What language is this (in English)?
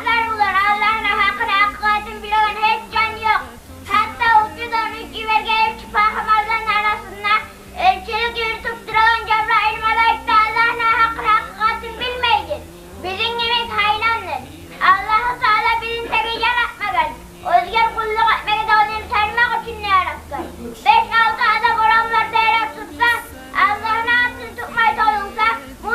Kumyk